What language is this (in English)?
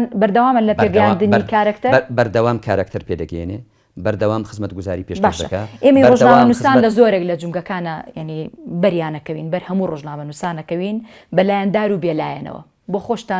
Central Kurdish